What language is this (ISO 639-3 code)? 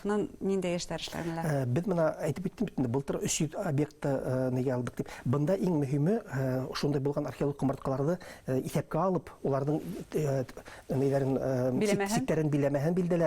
bak